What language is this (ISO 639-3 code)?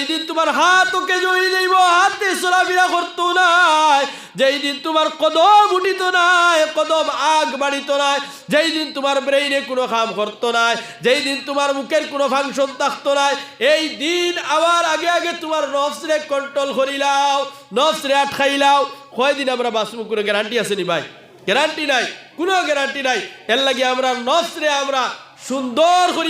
syl